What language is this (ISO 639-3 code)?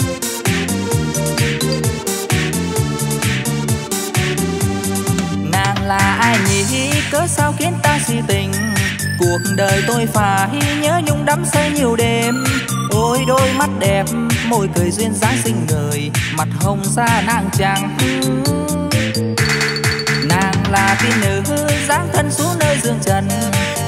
vie